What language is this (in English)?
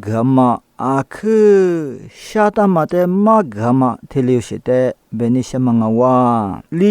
Lisu